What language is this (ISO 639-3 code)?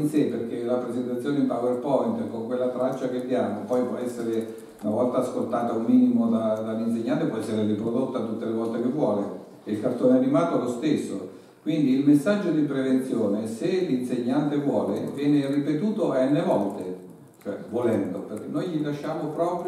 ita